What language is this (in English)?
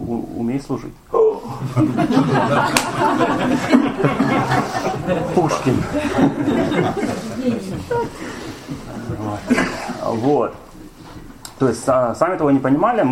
Russian